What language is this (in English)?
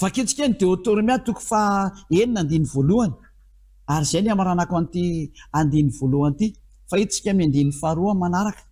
Malagasy